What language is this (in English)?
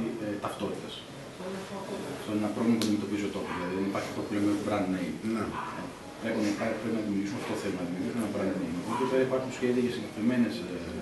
Greek